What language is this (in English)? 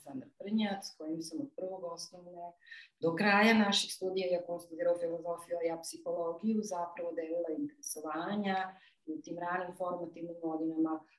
Serbian